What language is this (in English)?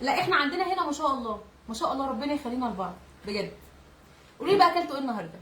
Egyptian Arabic